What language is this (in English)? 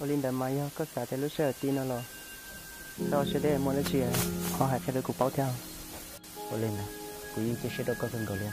Hmong